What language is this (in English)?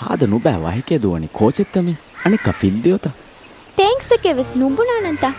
Divehi